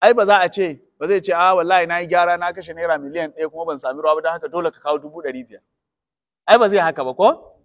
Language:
Hausa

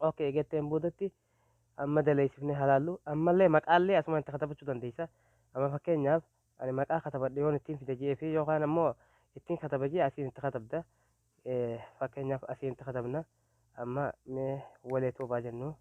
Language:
Oromo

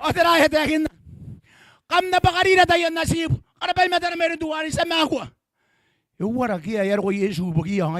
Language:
Gilbertese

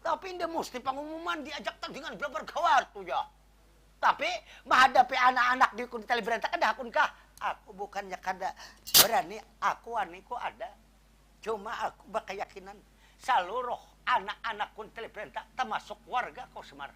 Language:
Banjar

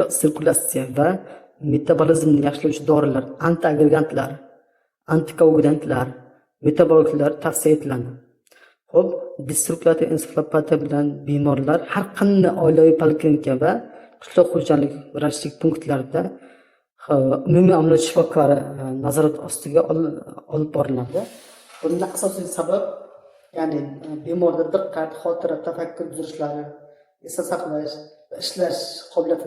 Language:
Uzbek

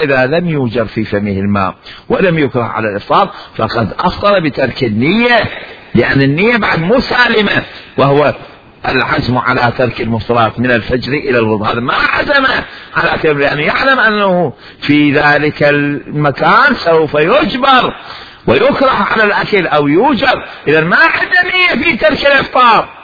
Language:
Mesopotamian Arabic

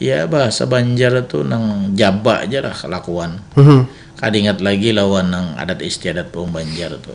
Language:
Banjar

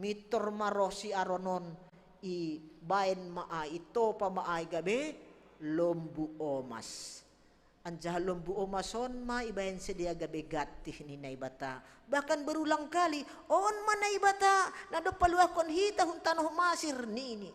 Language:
Batak Simalungun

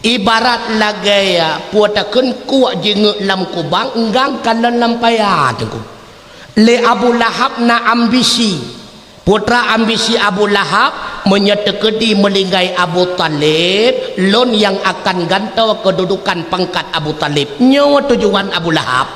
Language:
Achinese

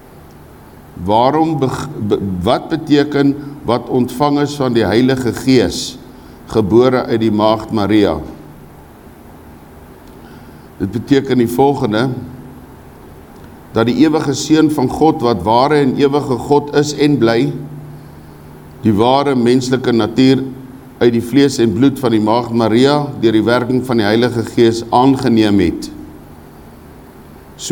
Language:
Afrikaans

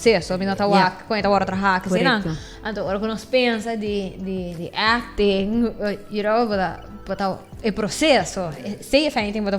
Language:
Papiamento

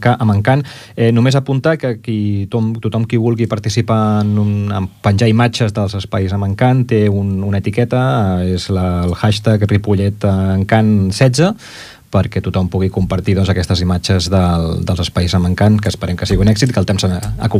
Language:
Catalan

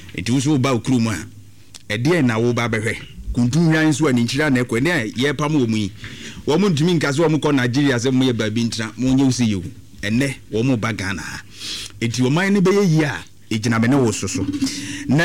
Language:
Akan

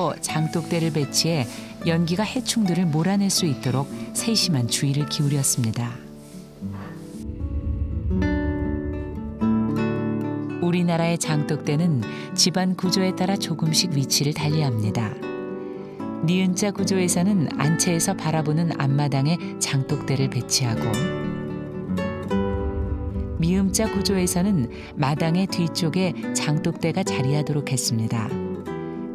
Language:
Korean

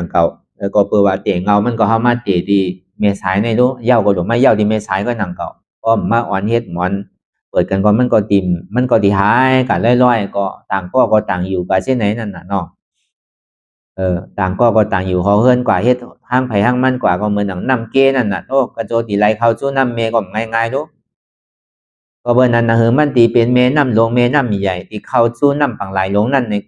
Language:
Shan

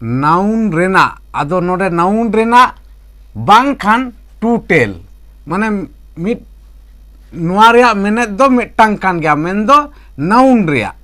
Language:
Santali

